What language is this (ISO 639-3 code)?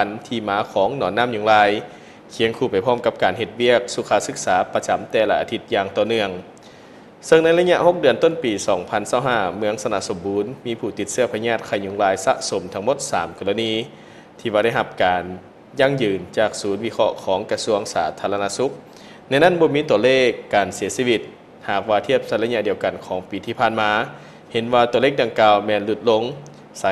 lao